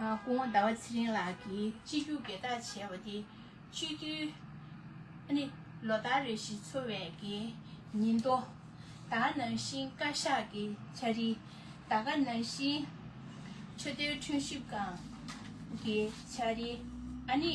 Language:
Tibetan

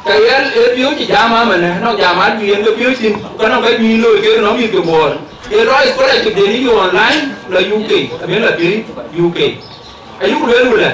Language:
Dinka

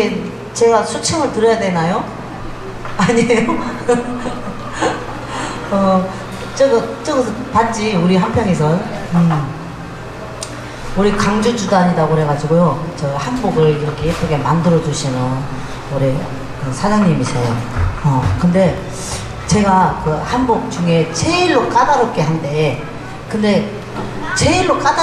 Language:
Korean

